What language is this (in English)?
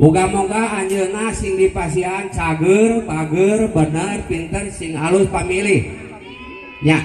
Sundanese